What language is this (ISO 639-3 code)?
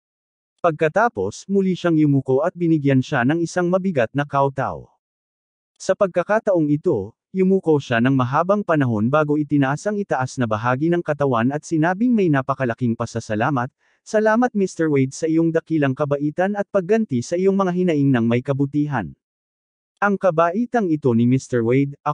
fil